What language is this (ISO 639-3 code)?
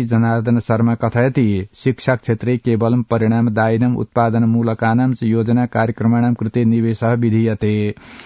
san